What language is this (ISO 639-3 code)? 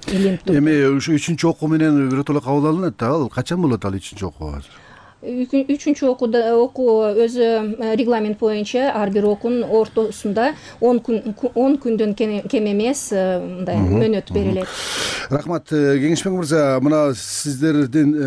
kir